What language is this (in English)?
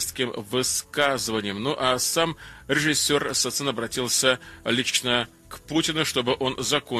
Russian